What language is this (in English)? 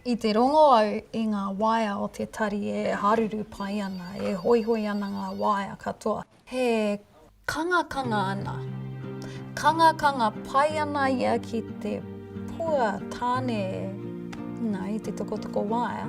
Māori